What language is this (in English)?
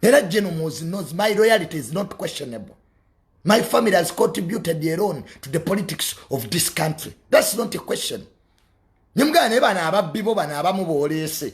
Ganda